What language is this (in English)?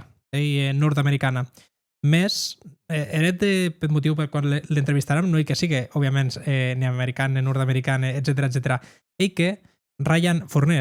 Occitan